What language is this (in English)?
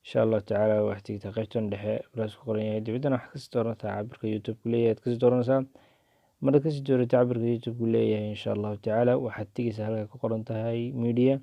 Somali